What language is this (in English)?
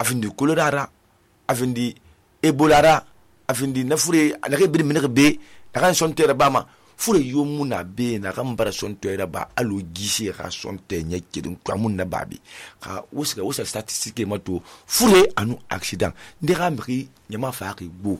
Susu